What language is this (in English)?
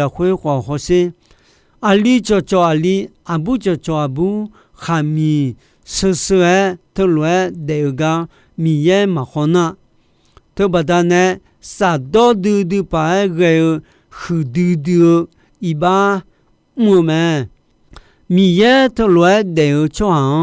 Akha